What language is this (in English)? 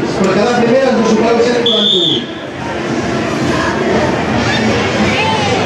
Catalan